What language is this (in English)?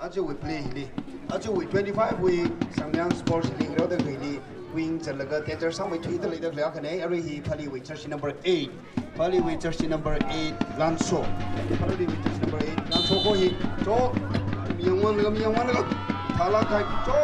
Tangkhul Naga (India)